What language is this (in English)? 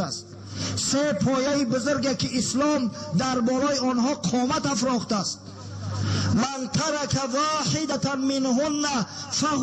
Tajik